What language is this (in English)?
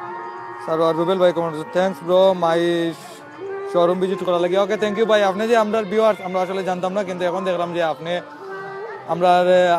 Sylheti